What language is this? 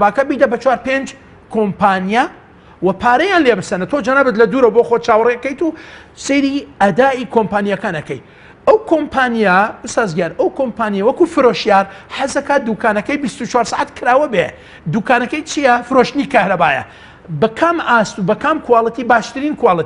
Central Kurdish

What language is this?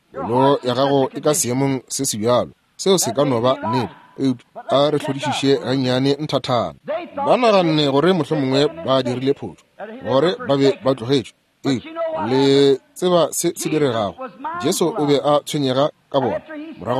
Northern Sotho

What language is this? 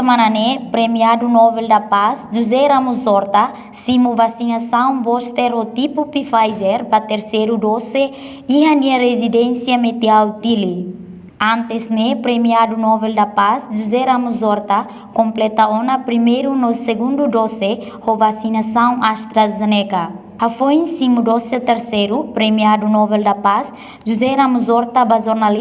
Tetum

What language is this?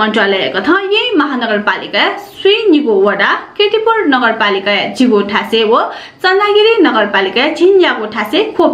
Newari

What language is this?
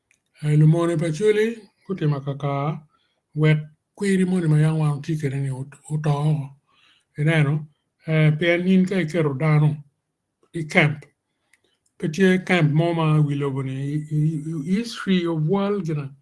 Acoli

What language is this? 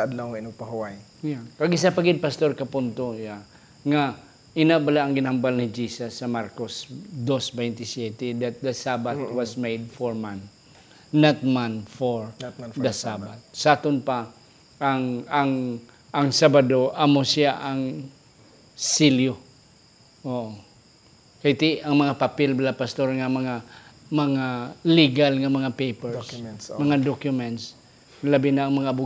Hiligaynon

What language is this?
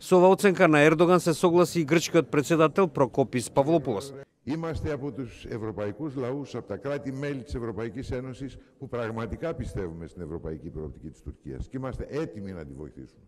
Macedonian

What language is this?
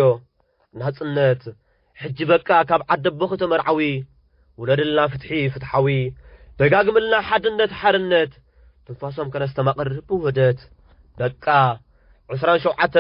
Tigrinya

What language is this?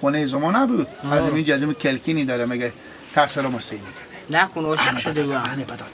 Persian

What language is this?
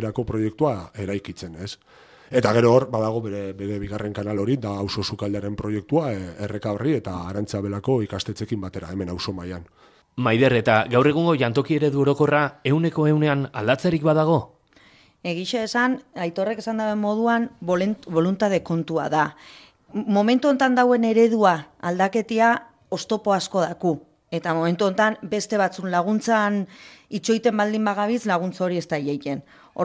Basque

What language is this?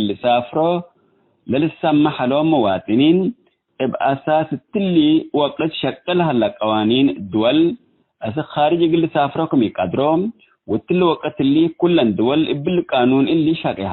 Tigre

